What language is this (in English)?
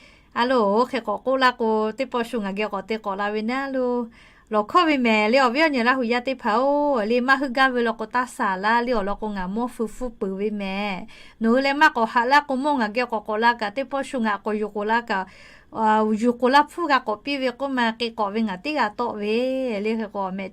Lahu